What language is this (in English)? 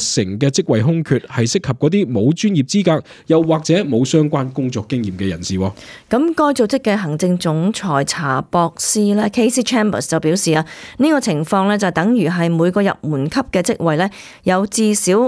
Cantonese